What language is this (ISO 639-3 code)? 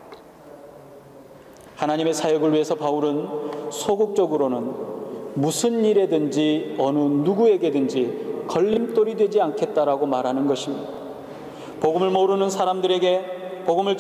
kor